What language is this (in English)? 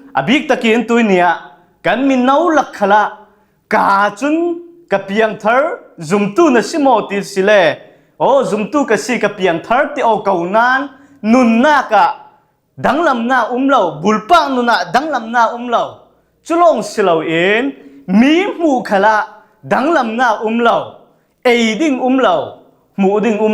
Falam Chin